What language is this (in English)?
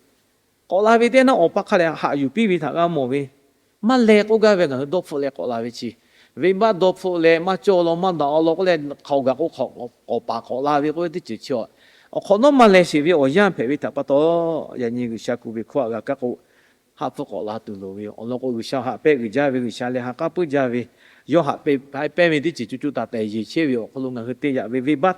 Lahu